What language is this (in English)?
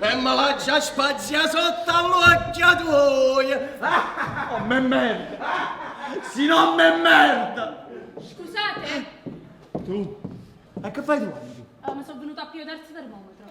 Neapolitan